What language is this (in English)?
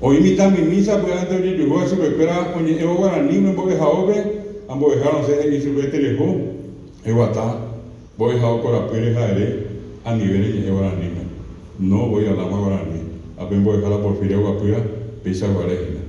Guarani